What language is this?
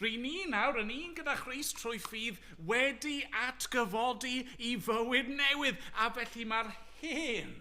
Welsh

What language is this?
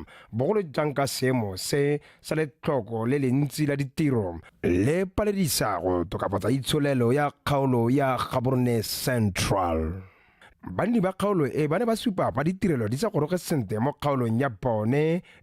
Tswana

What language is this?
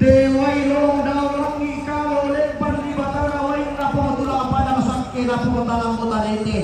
Toraja-Sa'dan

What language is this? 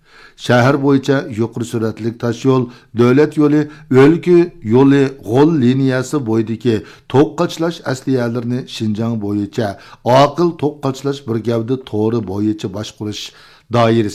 Uyghur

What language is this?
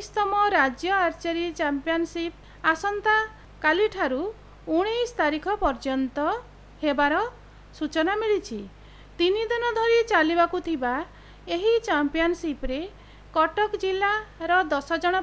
Odia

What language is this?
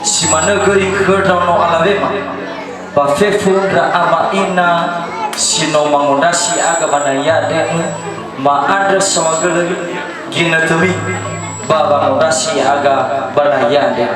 Nias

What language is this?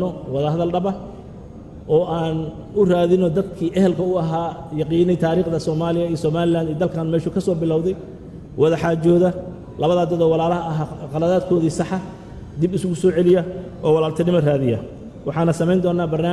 Somali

